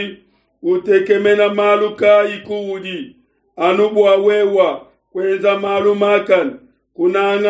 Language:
Luba-Lulua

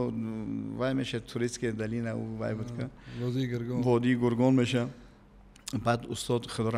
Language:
Tajik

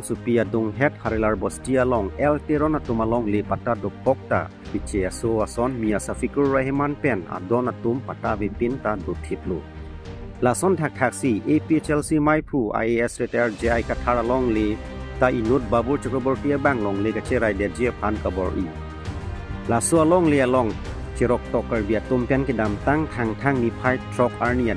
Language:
Karbi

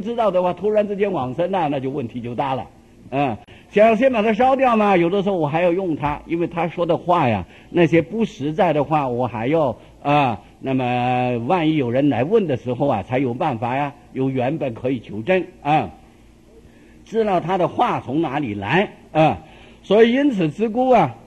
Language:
Chinese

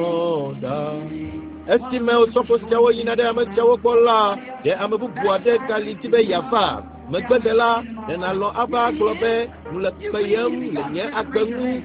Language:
Ewe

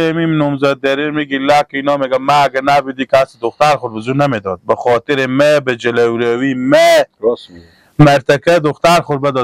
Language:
Persian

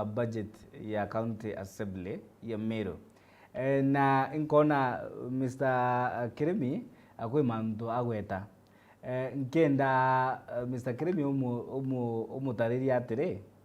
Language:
Meru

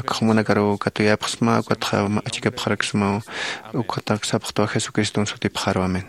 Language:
Aymara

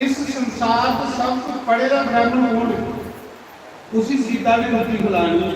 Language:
Dogri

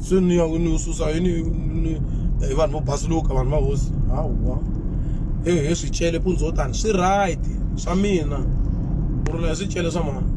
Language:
Tsonga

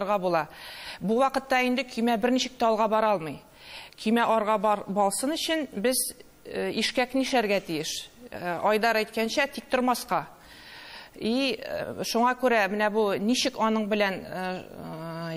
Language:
Tatar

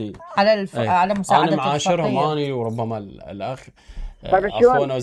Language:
Mesopotamian Arabic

